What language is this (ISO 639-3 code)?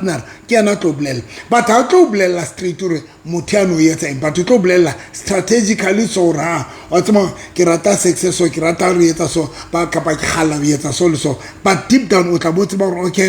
sot